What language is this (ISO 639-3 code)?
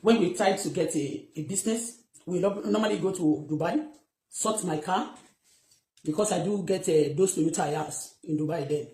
yor